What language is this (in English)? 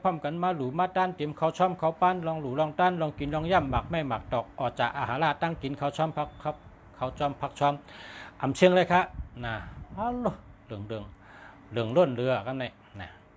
Shan